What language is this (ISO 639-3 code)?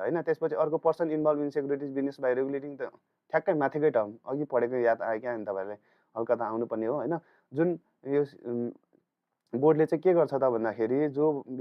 nep